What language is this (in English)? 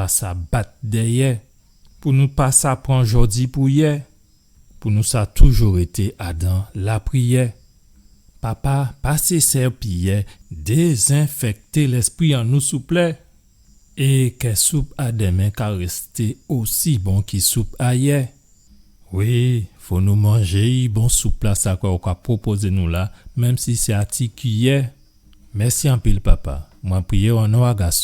Guadeloupean Creole French